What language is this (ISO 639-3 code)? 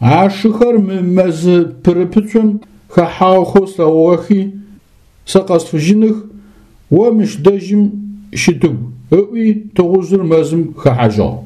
ady